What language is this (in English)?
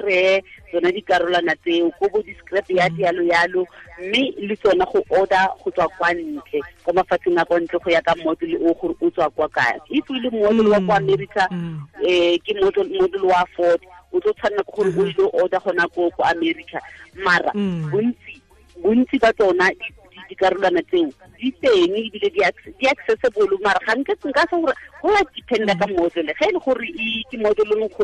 Tswana